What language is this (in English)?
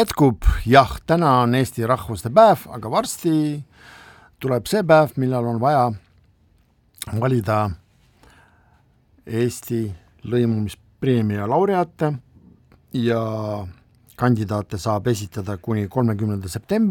Estonian